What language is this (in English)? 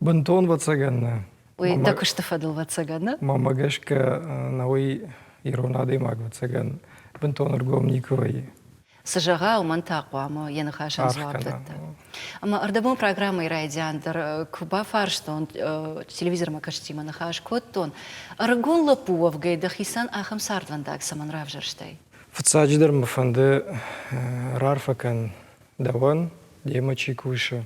Ossetic